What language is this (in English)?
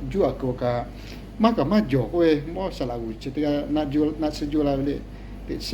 Lahu